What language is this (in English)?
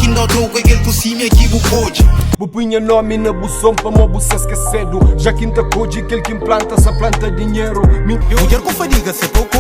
Kabuverdianu